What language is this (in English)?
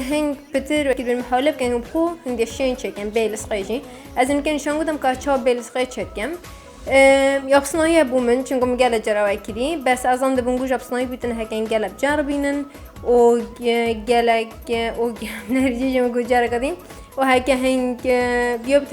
Kurdish